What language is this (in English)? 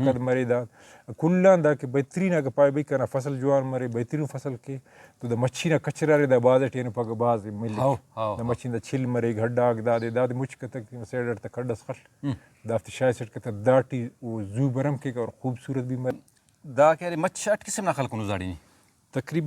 Brahui